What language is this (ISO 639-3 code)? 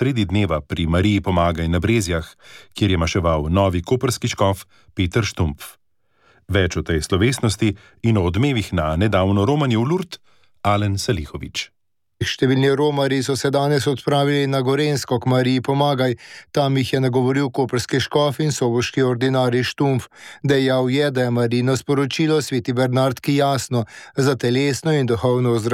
slv